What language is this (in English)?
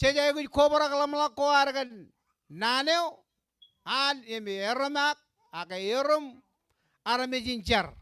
Marshallese